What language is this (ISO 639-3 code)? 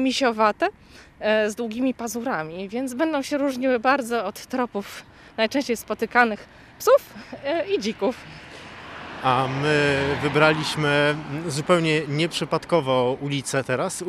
pol